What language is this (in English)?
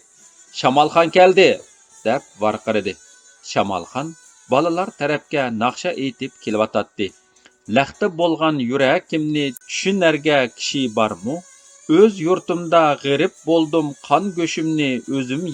Uyghur